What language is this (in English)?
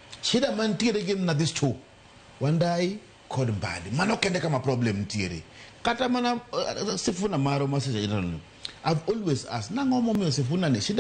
Luo (Kenya and Tanzania)